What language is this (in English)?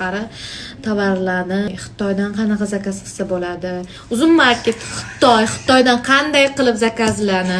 Uzbek